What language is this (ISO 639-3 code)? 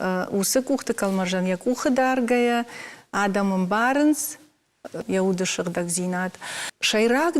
oss